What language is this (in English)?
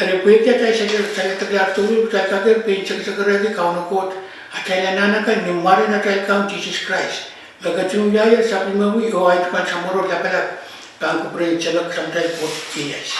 Pohnpeian